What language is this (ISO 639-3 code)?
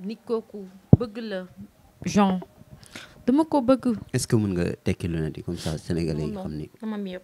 wol